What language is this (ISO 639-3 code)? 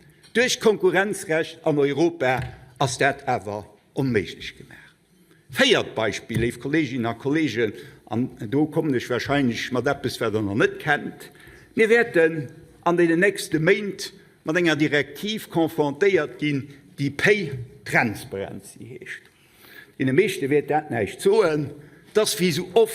ltz